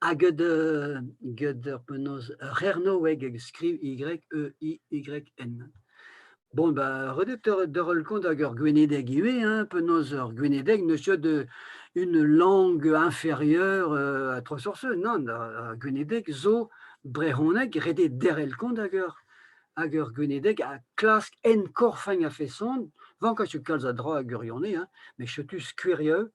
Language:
Breton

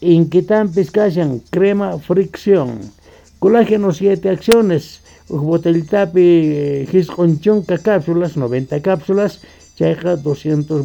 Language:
South Bolivian Quechua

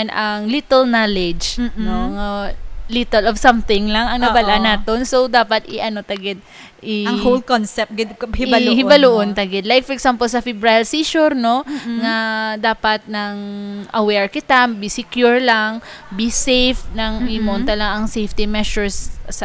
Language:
Hiligaynon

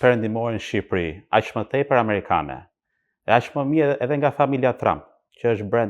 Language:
Albanian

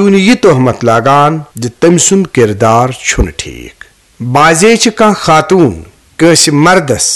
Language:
Kashmiri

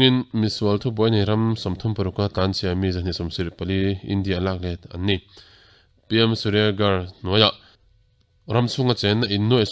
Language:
Mizo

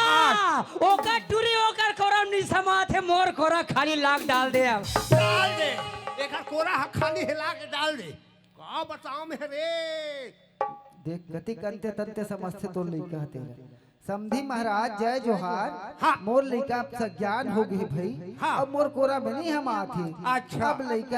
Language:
Chhattisgarhi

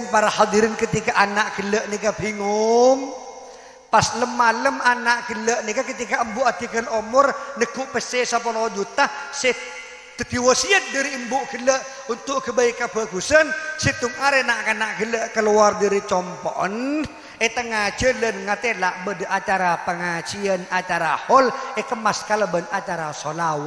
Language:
Madurese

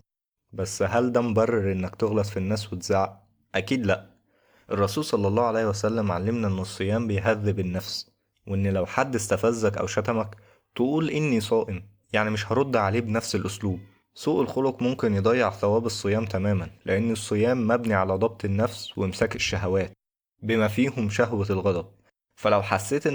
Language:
Egyptian Arabic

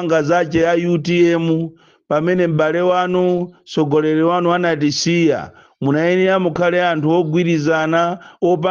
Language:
Nyanja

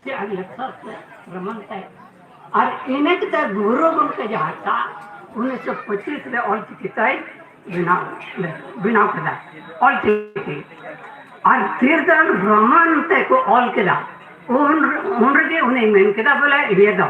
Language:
Santali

